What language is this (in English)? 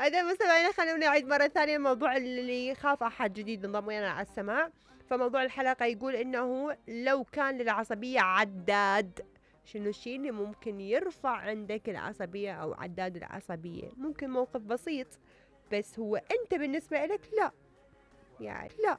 Mesopotamian Arabic